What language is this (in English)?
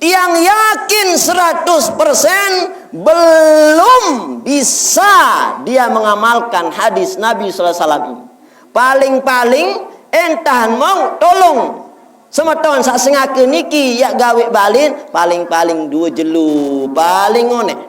Sasak